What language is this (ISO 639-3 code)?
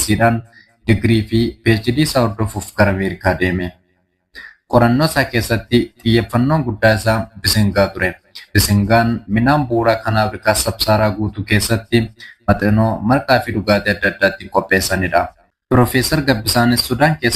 orm